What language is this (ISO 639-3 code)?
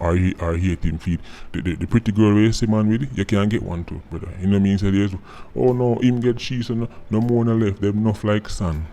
jam